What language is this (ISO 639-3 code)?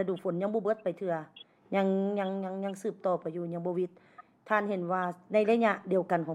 lao